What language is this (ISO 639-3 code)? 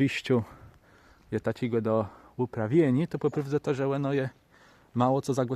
csb